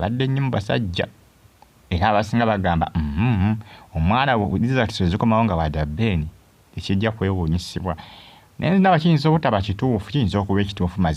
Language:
Ganda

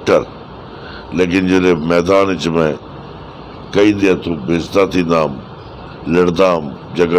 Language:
Saraiki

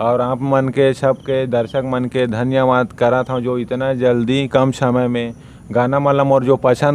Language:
Chhattisgarhi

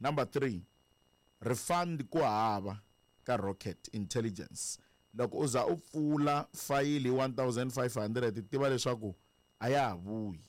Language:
Tsonga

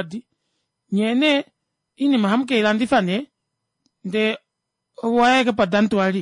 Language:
Kuanyama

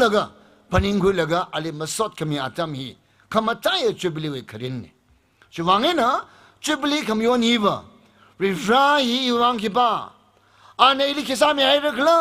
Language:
Tangkhul Naga (India)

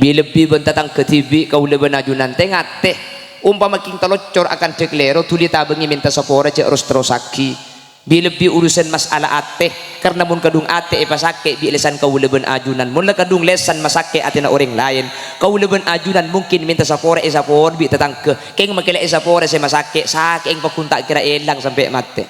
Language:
Madurese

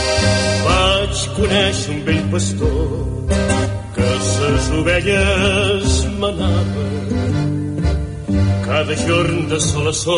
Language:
Catalan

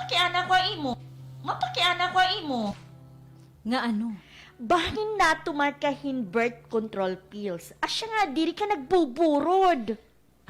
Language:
Waray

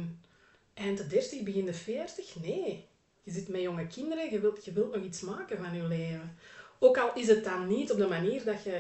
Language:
Dutch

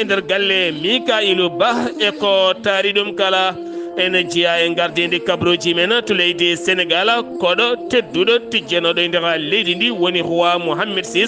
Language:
Fula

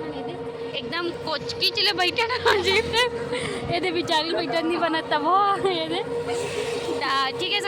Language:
Chhattisgarhi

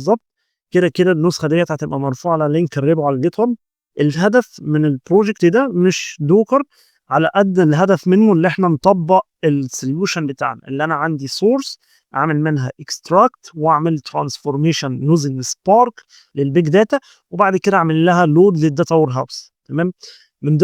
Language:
Egyptian Arabic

